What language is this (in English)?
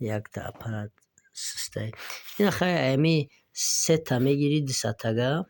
Tajik